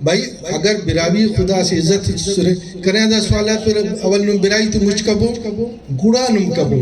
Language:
Brahui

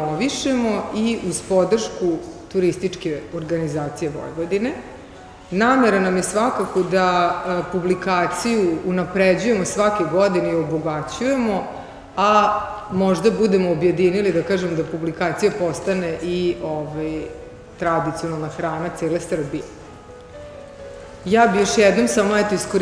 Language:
Serbian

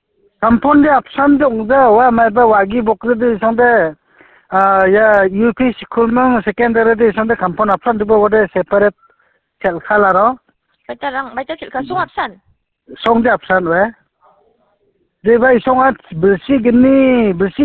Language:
Khasi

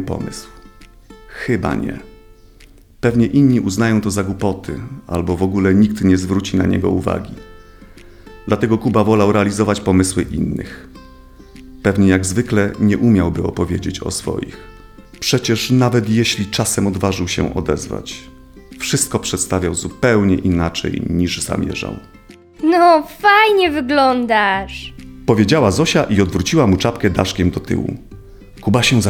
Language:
Polish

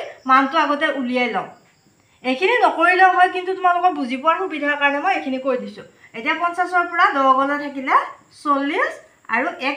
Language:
Assamese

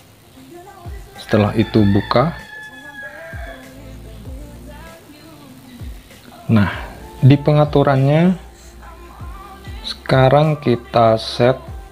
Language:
Indonesian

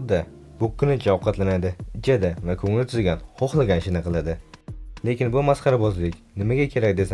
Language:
Uzbek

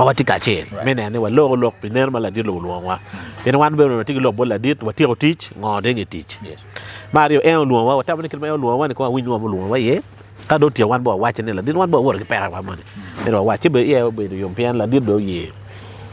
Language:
Acoli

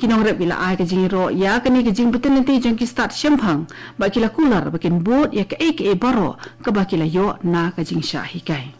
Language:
Khasi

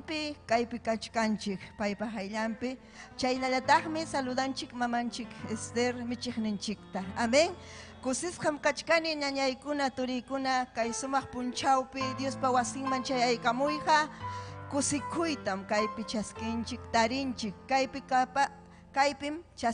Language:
Ayacucho Quechua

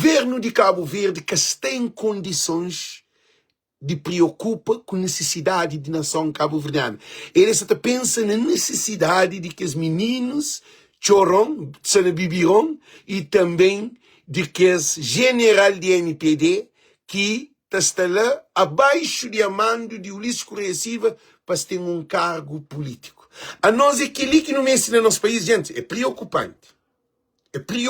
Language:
Kabuverdianu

